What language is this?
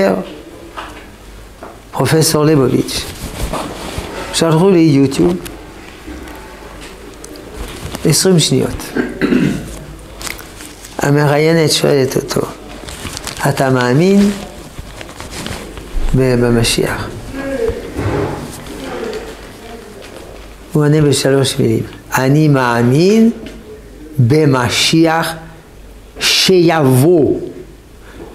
Hebrew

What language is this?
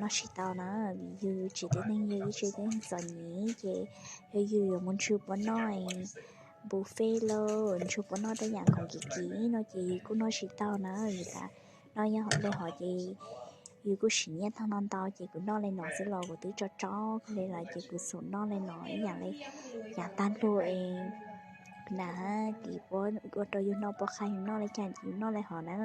Hmong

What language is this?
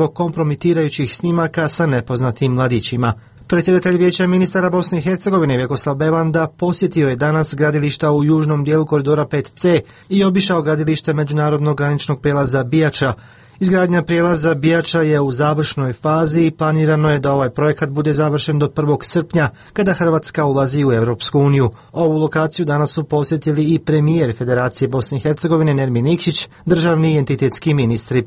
Croatian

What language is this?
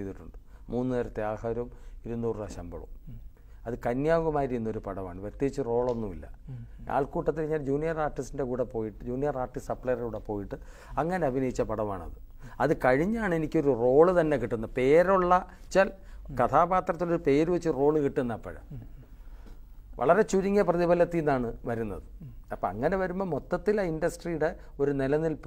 Malayalam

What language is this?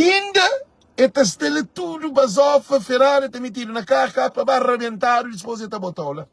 Kabuverdianu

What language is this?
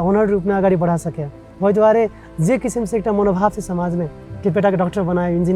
Maithili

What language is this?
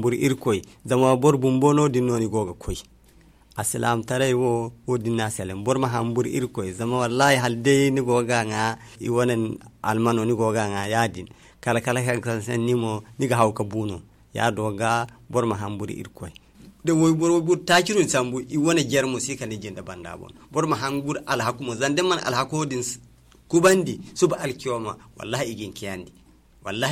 Zarma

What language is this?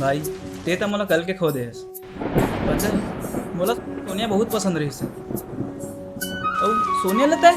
Chhattisgarhi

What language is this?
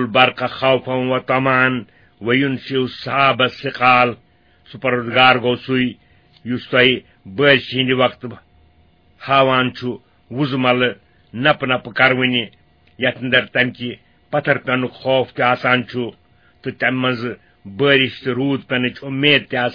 Kashmiri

